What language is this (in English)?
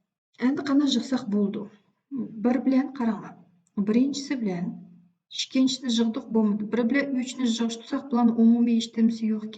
Uyghur